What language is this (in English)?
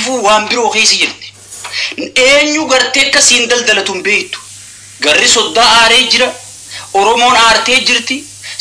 Oromo